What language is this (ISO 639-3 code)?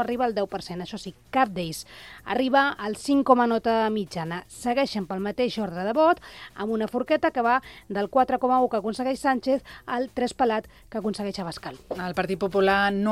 cat